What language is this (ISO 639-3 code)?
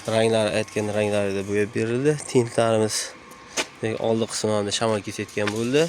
uzb